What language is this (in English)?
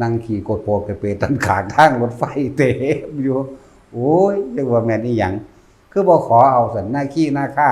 Northeastern Thai